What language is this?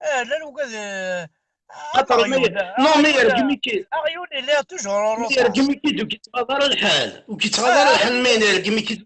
Kabyle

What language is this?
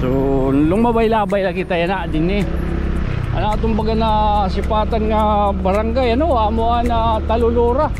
Waray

